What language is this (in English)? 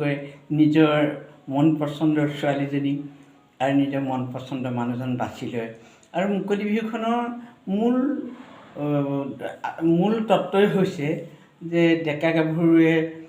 Assamese